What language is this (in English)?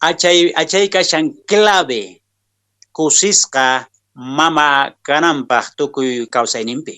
Quechua